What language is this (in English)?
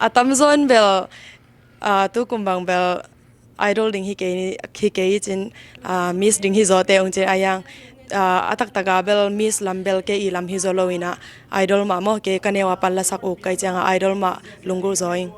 Tedim Chin